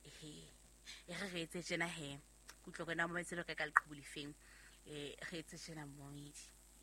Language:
Southern Sotho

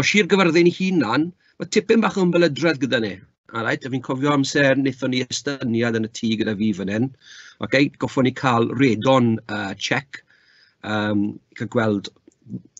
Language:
Welsh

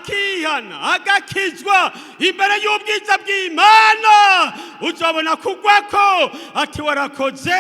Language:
Rundi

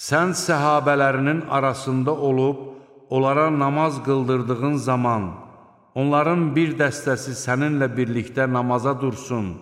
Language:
Azerbaijani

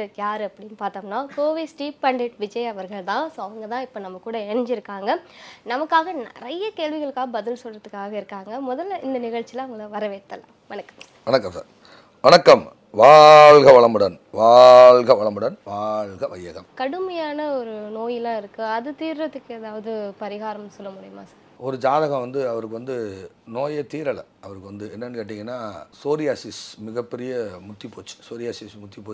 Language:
Tamil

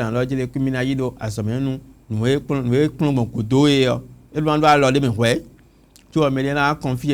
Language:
Fon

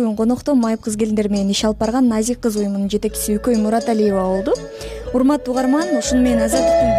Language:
Kyrgyz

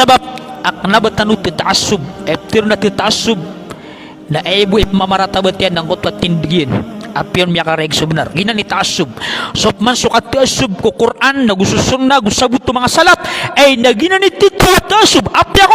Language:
Maranao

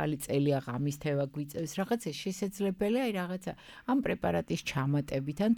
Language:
Georgian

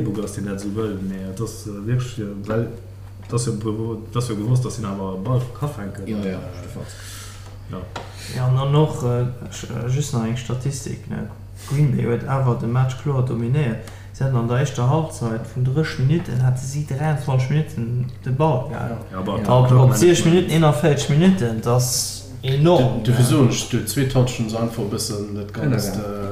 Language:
Luxembourgish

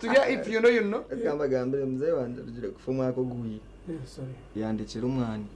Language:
Nyankole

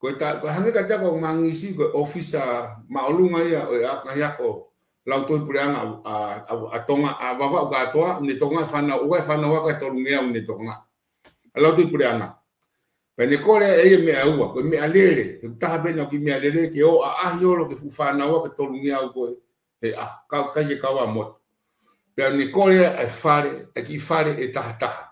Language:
Tongan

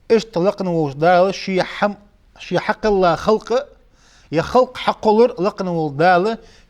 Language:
Ingush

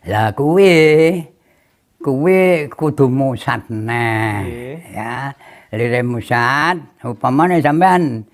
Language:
Javanese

